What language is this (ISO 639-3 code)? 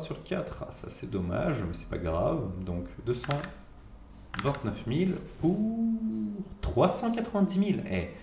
fra